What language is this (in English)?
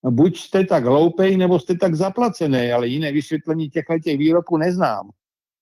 Czech